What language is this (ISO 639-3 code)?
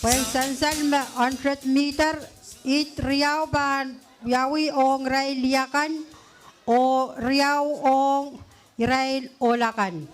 pon